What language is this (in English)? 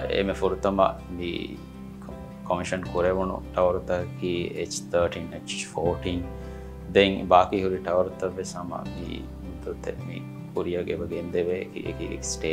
Divehi